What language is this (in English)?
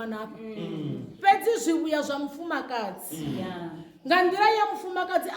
Venda